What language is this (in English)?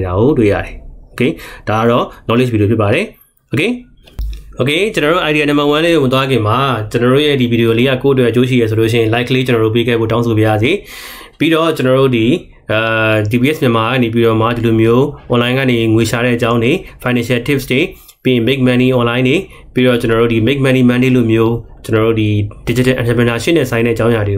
Burmese